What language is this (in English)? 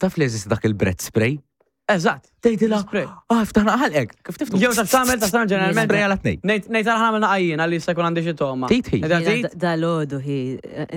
Maltese